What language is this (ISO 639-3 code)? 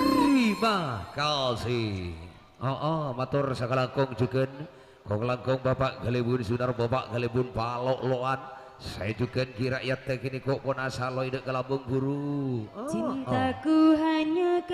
mad